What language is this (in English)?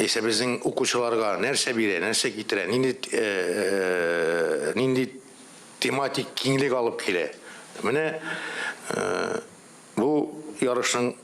Tatar